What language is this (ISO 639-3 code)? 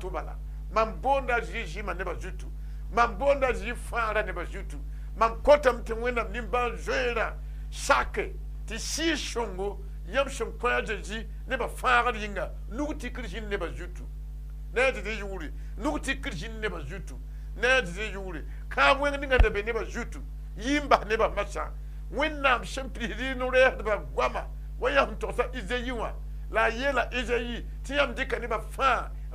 mos